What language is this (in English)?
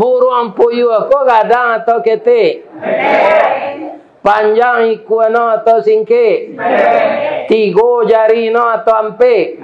Minangkabau